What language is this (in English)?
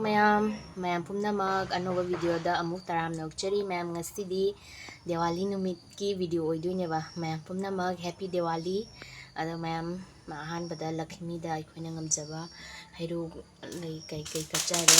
Manipuri